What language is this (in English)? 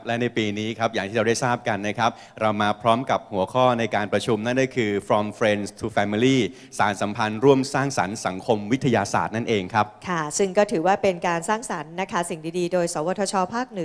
Thai